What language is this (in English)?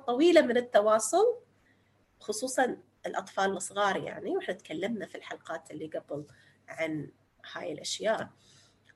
North Levantine Arabic